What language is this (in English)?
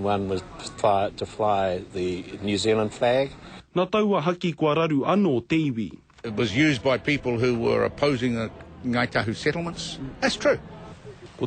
Māori